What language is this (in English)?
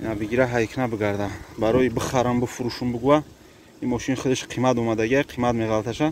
Tajik